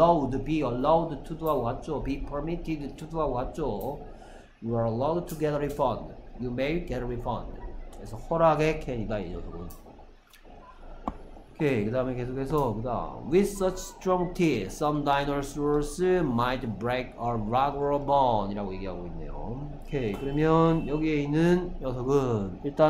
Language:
Korean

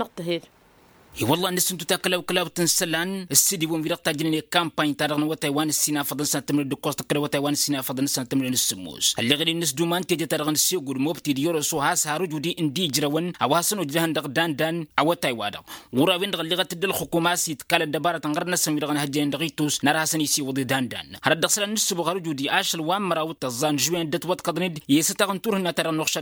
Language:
Tamasheq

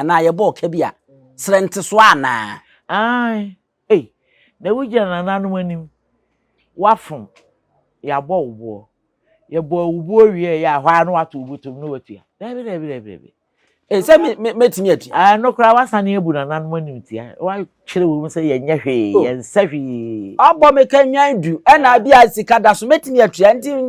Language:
Akan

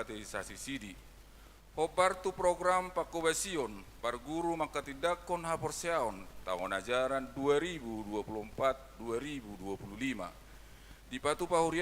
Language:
Batak Toba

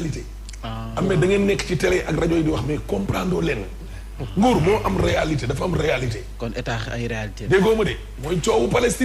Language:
Wolof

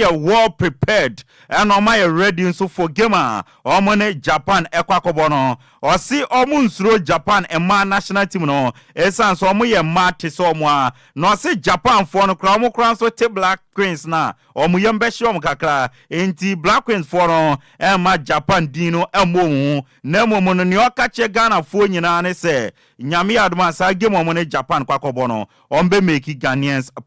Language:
Akan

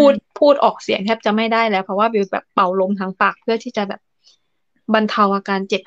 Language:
Thai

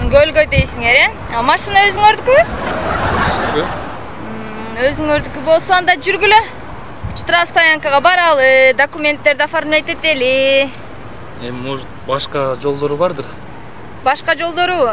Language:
Kyrgyz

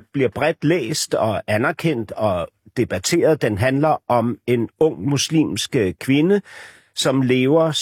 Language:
Danish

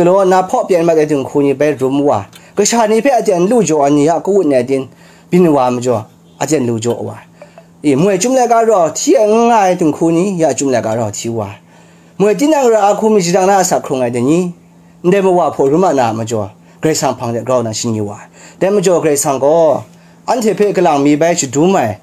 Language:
Kachin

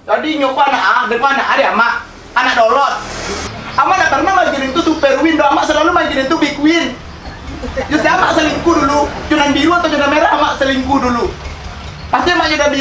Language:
Minangkabau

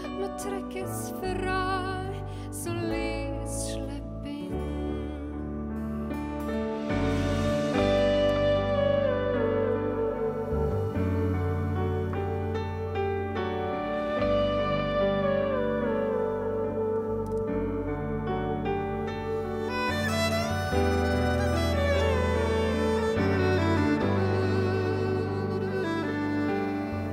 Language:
Norwegian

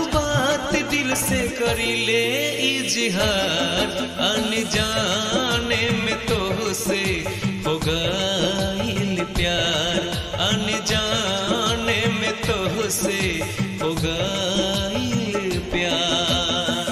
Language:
Bhojpuri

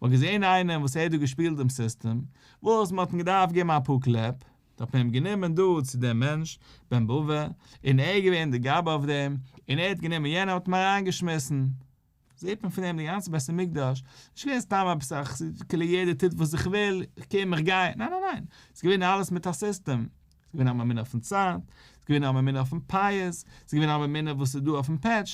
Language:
Yiddish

